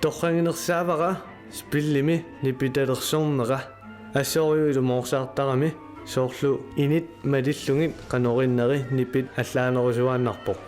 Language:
Kalaallisut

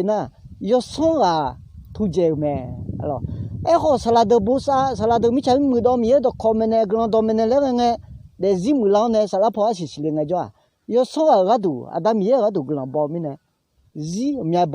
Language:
Akha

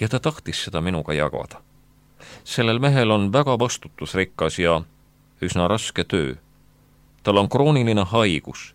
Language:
Estonian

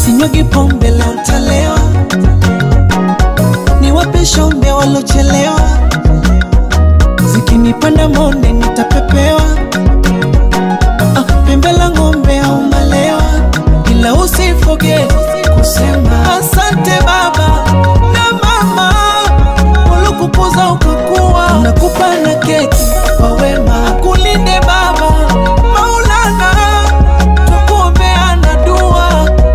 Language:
Swahili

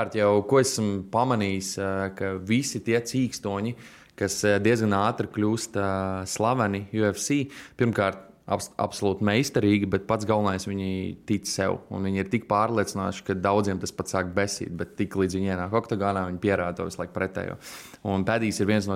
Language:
Latvian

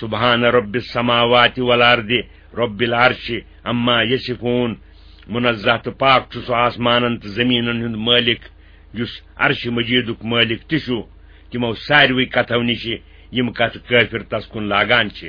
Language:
Kashmiri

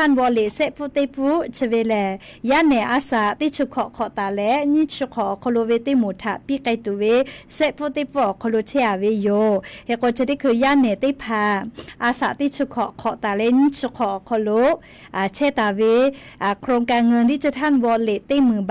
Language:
Lahu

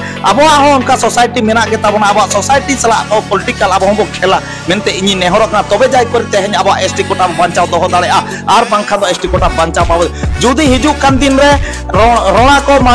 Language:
Santali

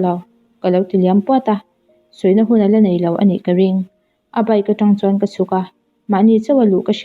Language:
Mizo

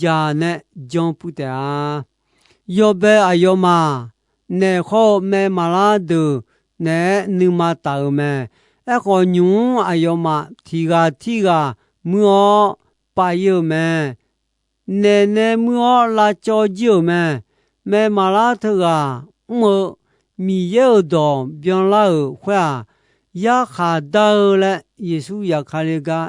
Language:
Akha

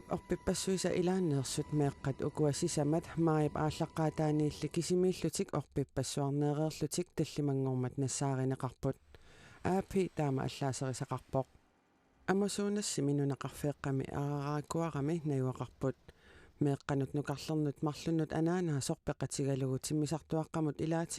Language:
Kalaallisut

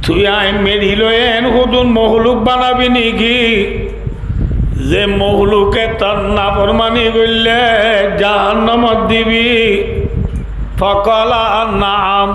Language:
Rohingya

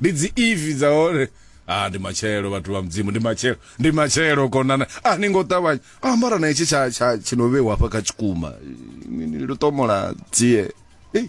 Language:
Venda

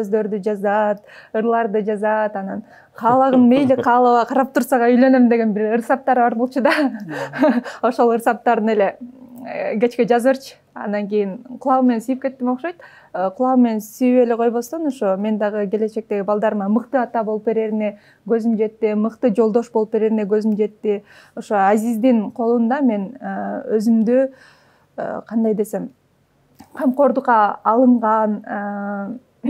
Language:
Kyrgyz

